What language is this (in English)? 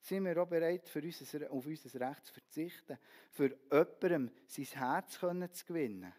Swiss German